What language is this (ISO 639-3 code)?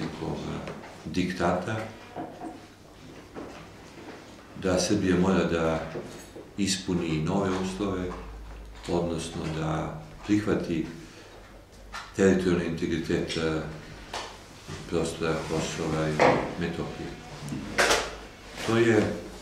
srp